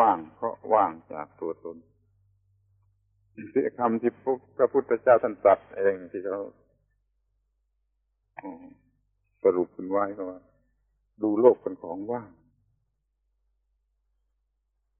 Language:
Thai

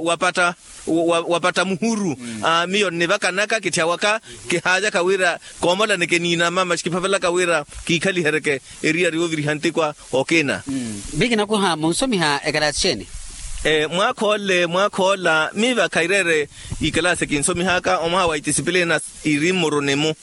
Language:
Makhuwa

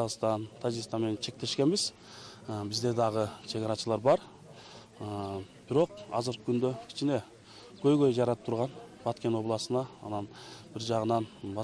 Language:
Kyrgyz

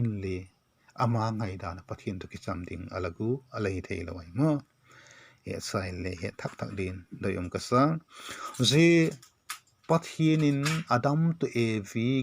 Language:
Vaiphei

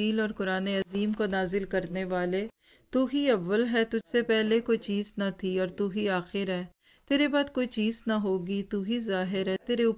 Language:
Urdu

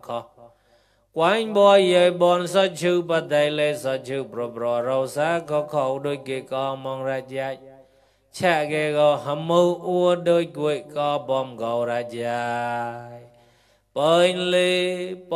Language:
Mon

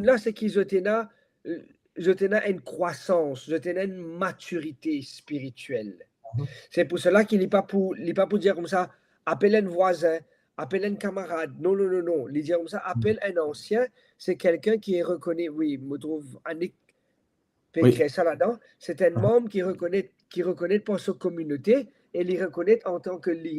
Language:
Morisyen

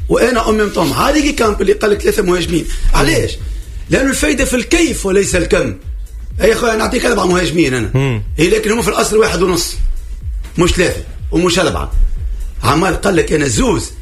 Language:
Tunisian Arabic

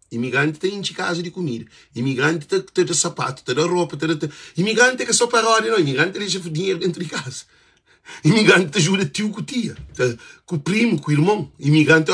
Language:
Kabuverdianu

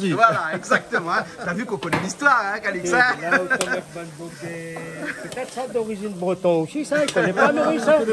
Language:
Réunion Creole French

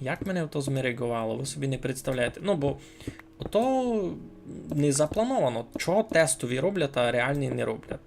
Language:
Rusyn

